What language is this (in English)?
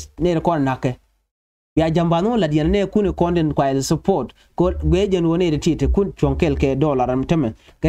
Nuer